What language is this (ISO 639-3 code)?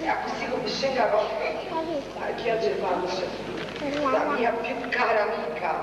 nap